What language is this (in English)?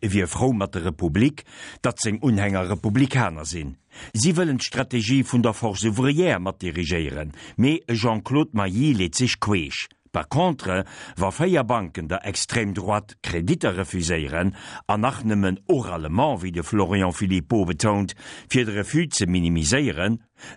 Luxembourgish